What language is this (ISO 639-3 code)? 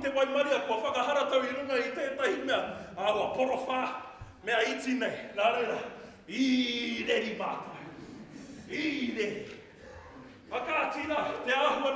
mri